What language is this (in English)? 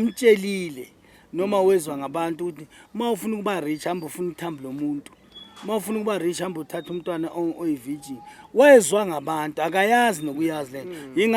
Zulu